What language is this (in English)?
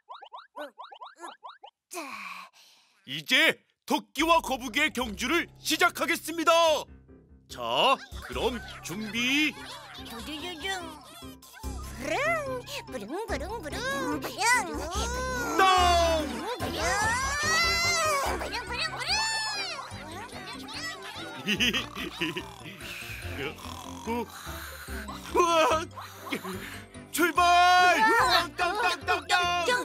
Korean